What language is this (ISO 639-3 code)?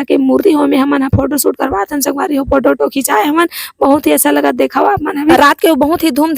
hne